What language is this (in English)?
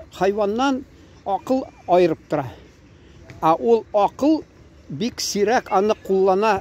Tatar